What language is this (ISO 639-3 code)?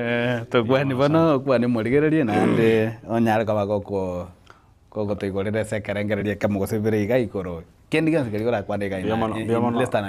guz